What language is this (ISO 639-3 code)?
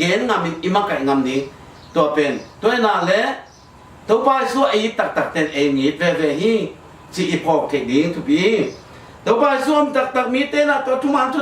ctd